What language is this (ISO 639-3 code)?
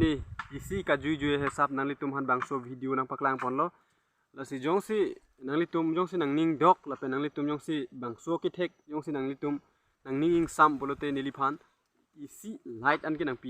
mjw